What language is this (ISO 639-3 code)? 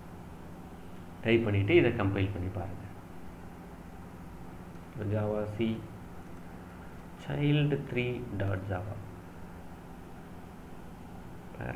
tam